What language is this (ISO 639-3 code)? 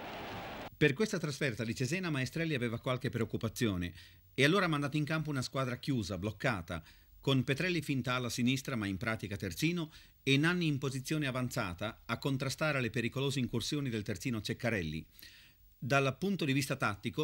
ita